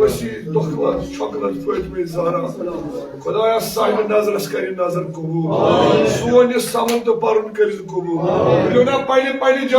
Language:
Kashmiri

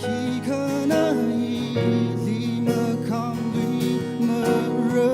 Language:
Tangkhul Naga (India)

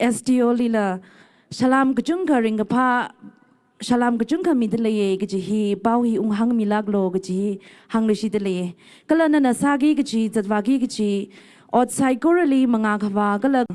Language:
Tangkhul Naga (India)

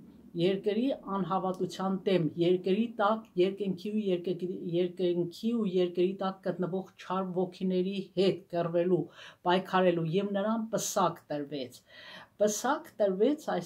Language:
Armenian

